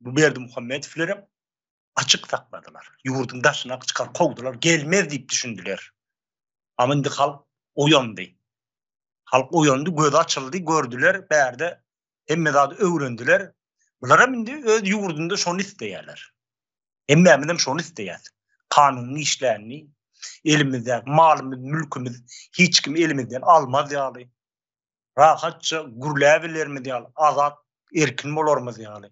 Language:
Turkmen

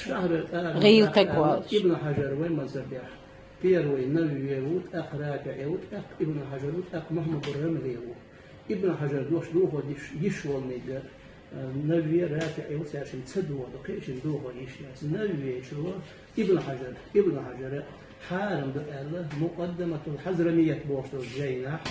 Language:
Chechen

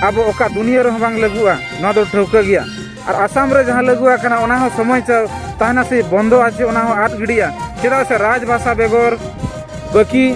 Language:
Santali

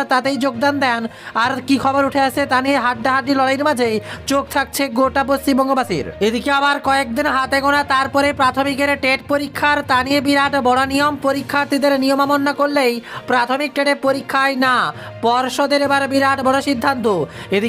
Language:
Bangla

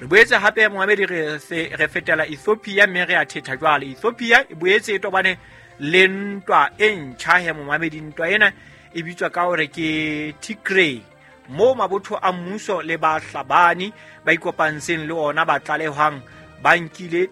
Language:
Southern Sotho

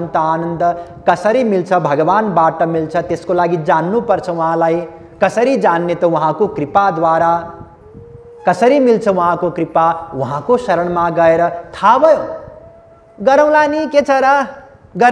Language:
Nepali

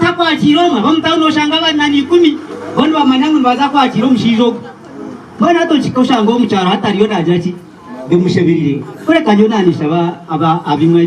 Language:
Nyankole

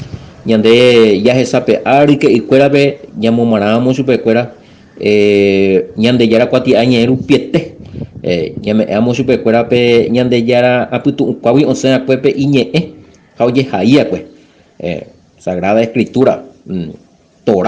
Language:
Guarani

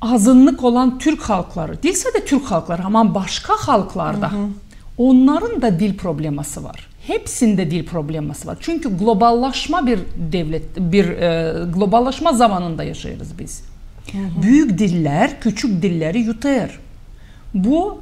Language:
Gagauz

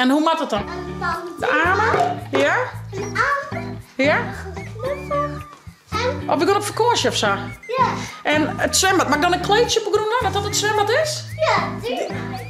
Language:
Western Frisian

